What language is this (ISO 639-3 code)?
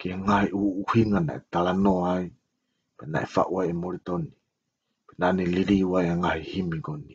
ton